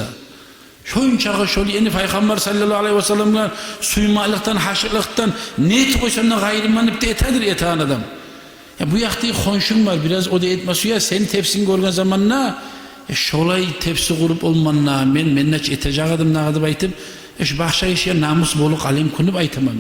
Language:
Kumyk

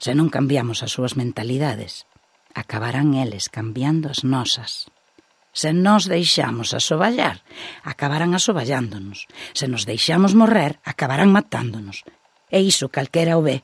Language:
Galician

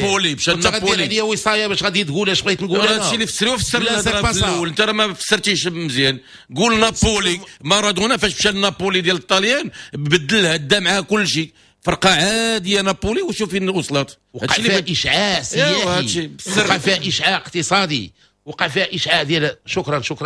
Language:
Moroccan Arabic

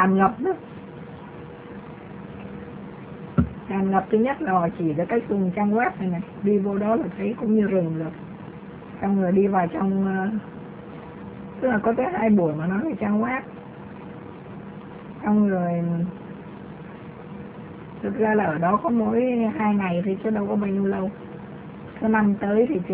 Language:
Vietnamese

